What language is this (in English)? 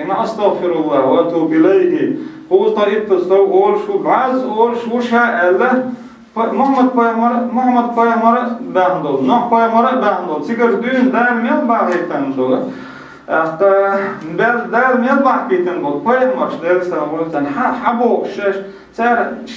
Chechen